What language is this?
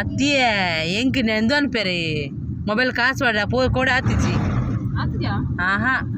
Tulu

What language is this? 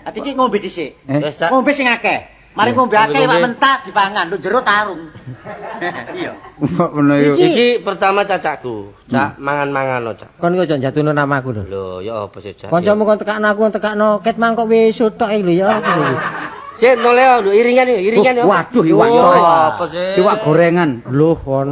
Javanese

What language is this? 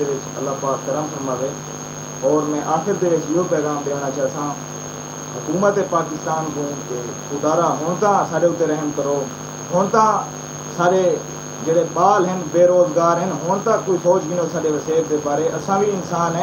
Saraiki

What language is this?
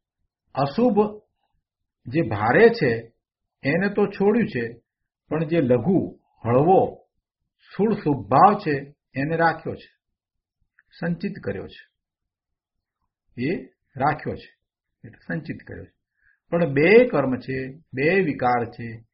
Gujarati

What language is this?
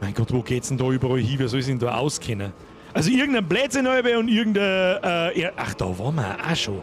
Bavarian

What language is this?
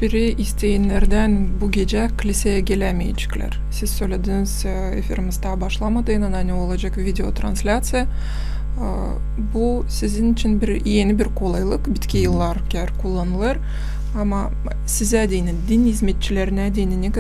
Gagauz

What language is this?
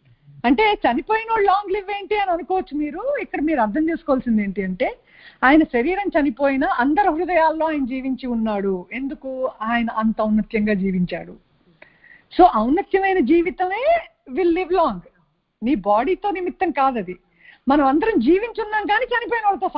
Telugu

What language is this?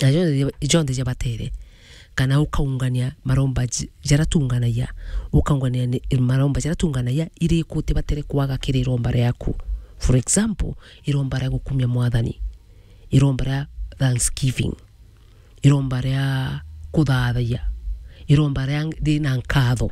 Meru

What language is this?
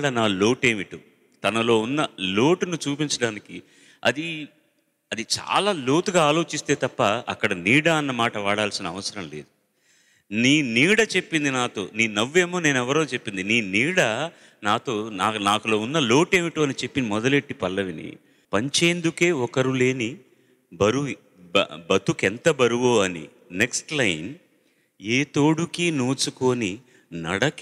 Telugu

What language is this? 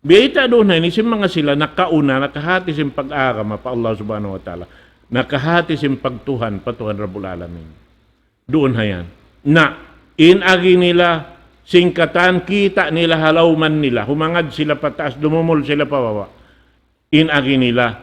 Tausug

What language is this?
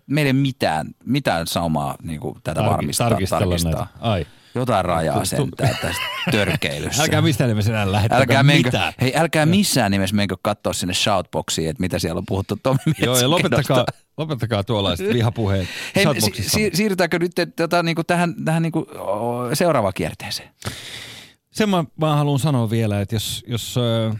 Finnish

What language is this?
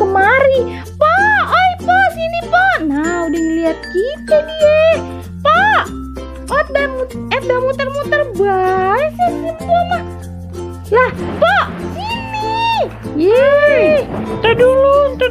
Betawi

